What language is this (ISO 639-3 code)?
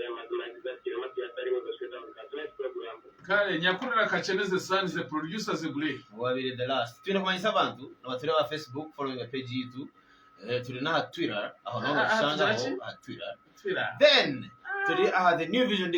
nyn